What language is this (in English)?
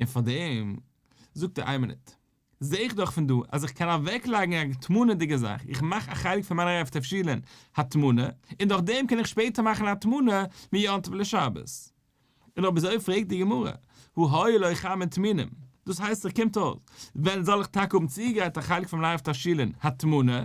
Yiddish